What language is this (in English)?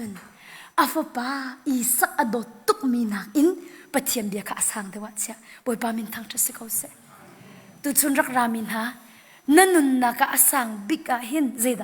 Hakha Chin